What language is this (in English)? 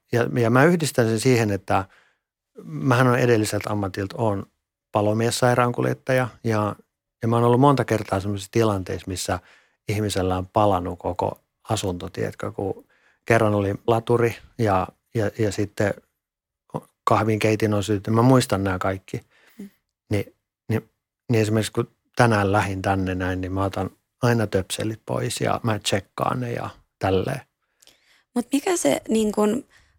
Finnish